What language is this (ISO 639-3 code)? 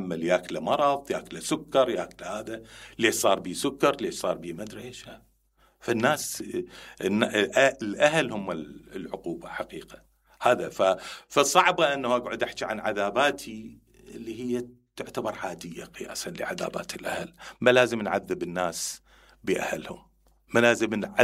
acm